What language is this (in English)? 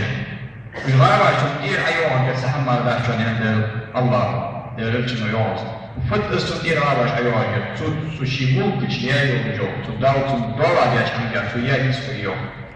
Ingush